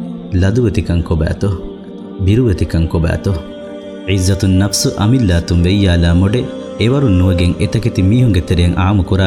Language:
Divehi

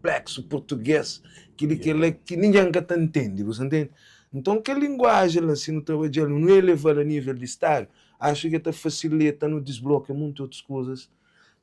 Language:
Kabuverdianu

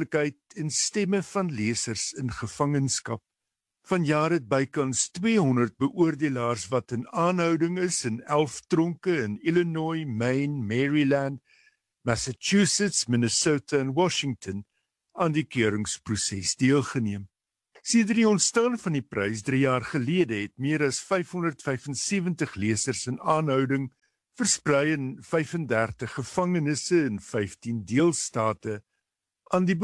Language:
Afrikaans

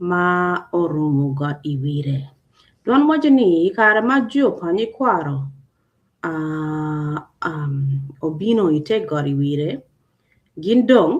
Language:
Acoli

